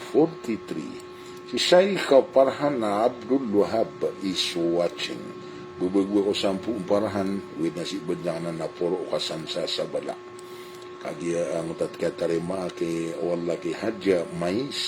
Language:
Maranao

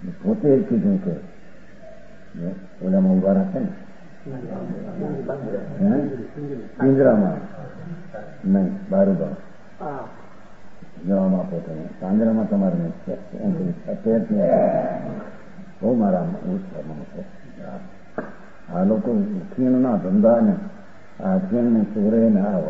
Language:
Gujarati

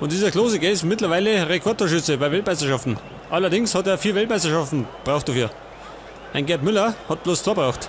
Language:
Bavarian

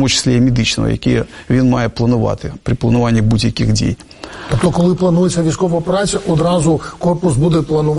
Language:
Ukrainian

